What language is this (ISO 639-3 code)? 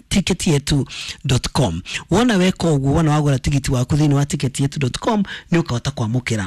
kik